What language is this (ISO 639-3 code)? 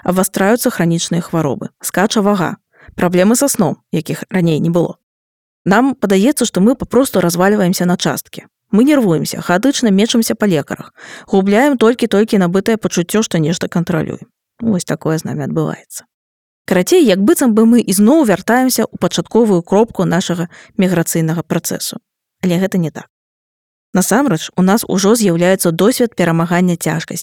bel